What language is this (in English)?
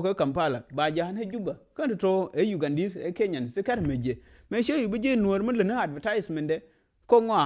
Nuer